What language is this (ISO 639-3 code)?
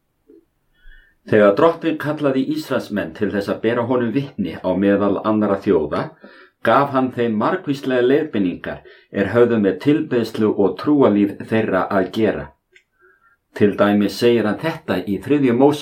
isl